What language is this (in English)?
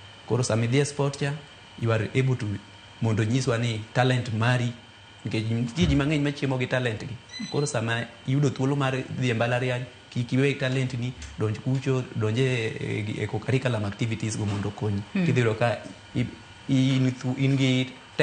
Luo (Kenya and Tanzania)